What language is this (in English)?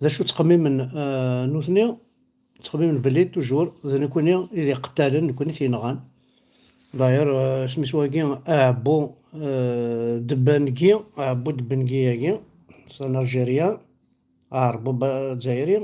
Kabyle